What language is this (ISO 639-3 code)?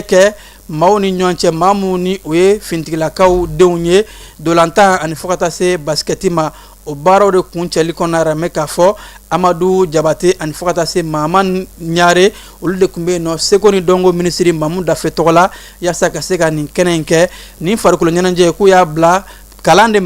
bam